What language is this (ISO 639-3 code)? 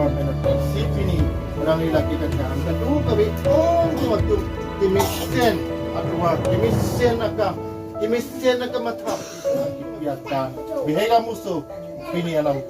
mjw